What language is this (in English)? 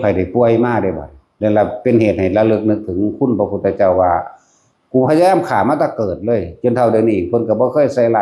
Northeastern Thai